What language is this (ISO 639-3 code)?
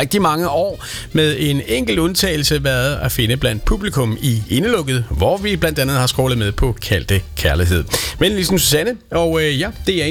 dan